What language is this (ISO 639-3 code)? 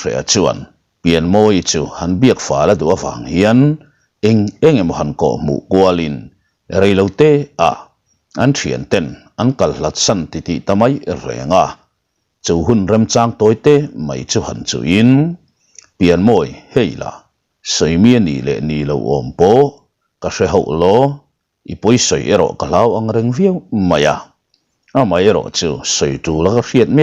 lus